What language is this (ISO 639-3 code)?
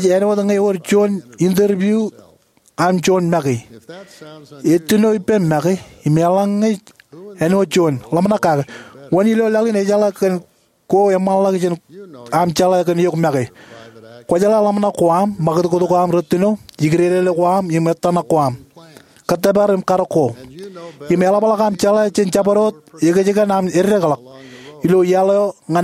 mah